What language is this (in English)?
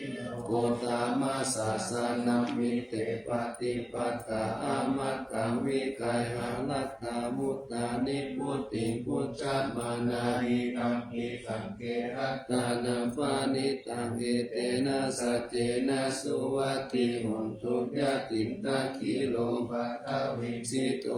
Pali